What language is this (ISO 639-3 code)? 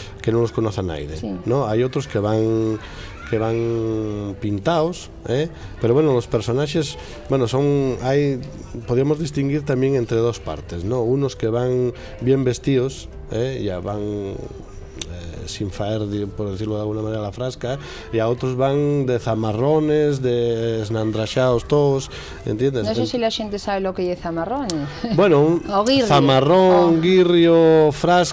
ast